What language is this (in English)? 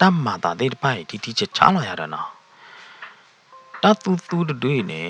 S'gaw Karen